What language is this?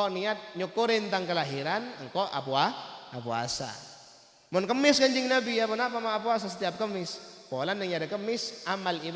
Madurese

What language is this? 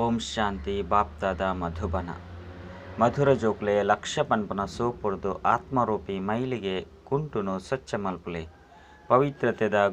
Tulu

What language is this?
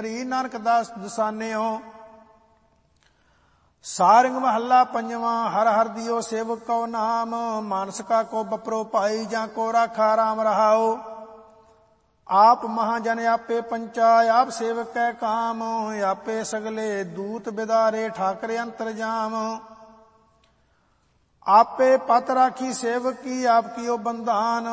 Punjabi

